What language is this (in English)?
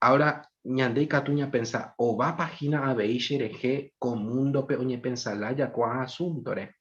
Guarani